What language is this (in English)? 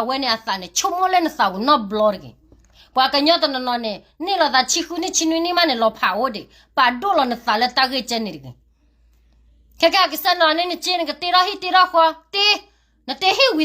S'gaw Karen